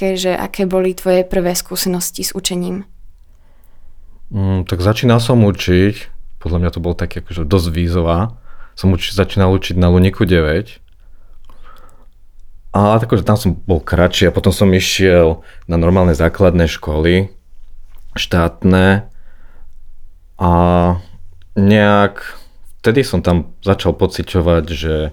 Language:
Slovak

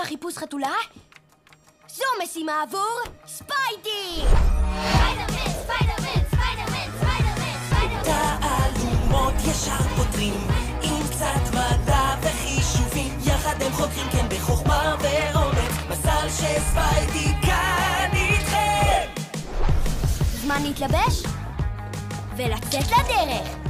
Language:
Hebrew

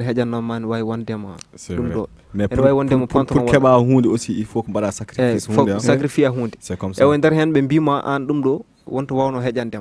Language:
Fula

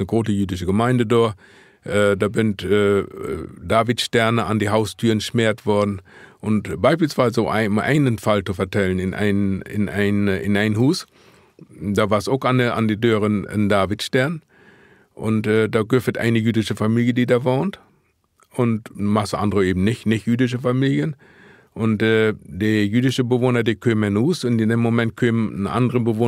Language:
Low German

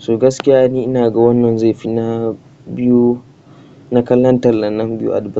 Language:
Hausa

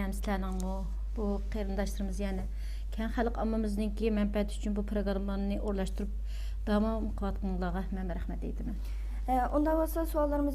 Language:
Uyghur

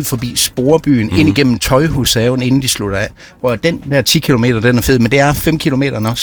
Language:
Danish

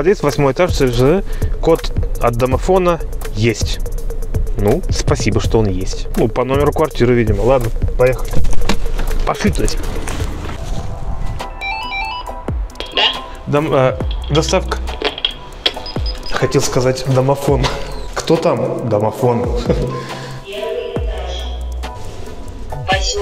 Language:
Russian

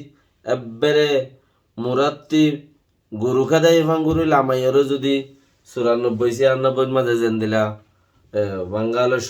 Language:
Rohingya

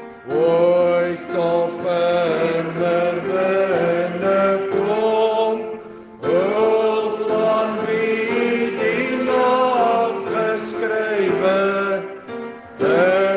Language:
Afrikaans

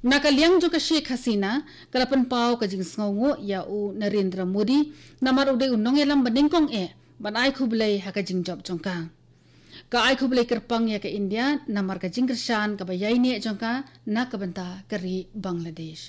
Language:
Khasi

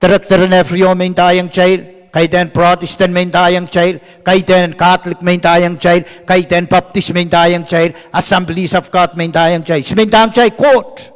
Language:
Pohnpeian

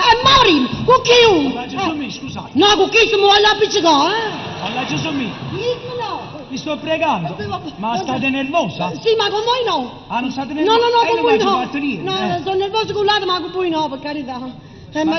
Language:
Neapolitan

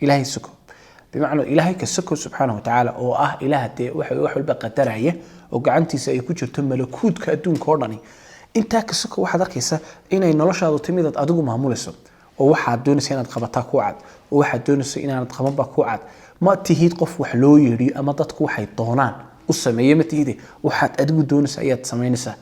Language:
Somali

